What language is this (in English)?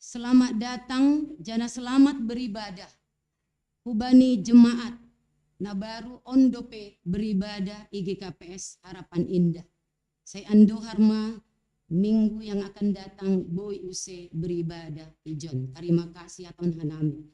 Batak Simalungun